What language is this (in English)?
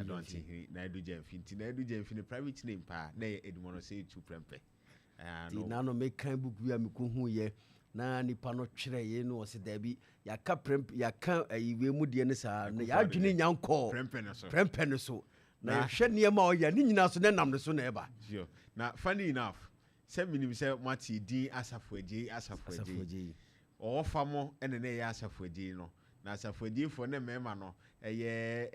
Akan